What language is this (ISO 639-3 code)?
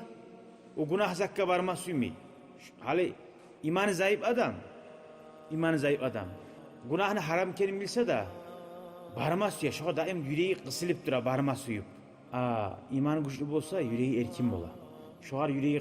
kum